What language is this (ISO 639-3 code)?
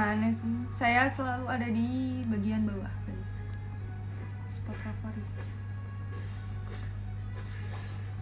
ind